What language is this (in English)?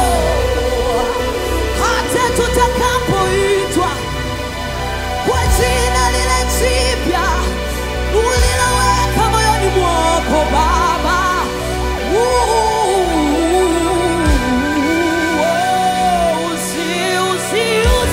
Swahili